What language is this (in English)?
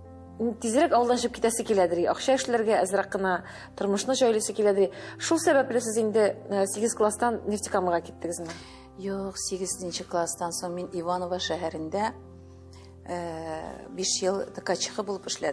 Tatar